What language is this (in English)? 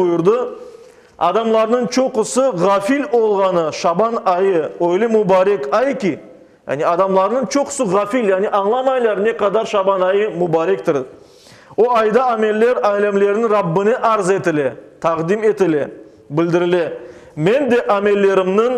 Crimean Tatar